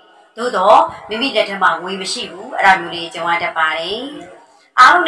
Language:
Burmese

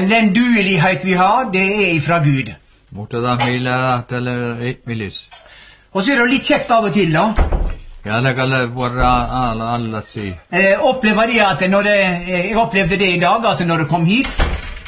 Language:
Norwegian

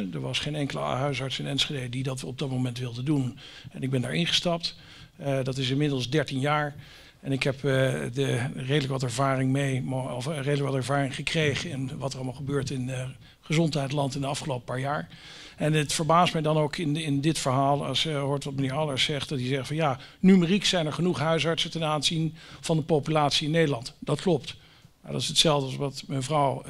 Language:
Dutch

